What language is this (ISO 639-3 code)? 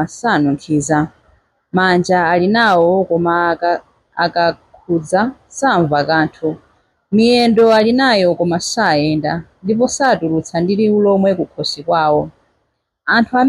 nya